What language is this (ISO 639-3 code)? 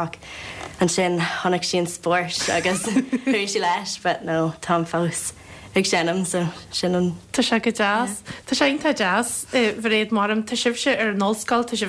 gle